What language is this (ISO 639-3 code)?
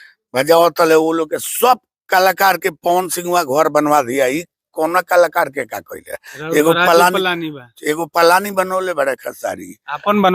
bho